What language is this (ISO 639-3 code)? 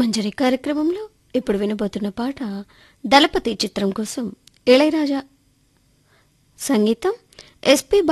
tel